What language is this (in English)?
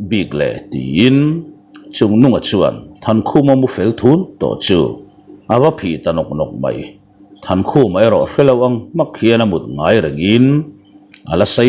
Mizo